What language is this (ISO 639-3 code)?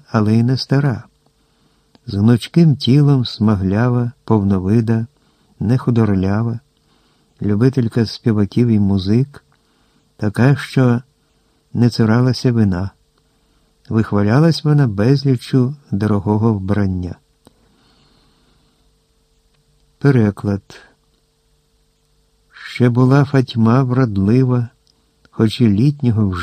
ukr